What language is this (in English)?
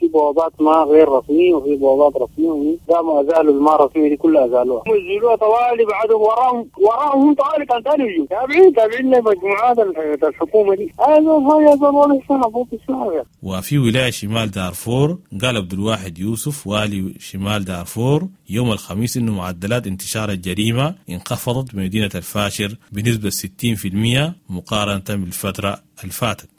Sudanese Arabic